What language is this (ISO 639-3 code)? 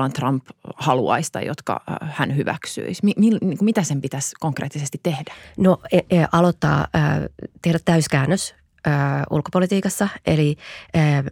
fin